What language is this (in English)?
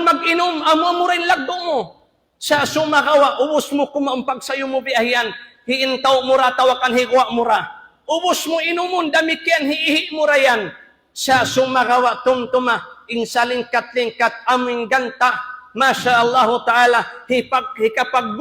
Tausug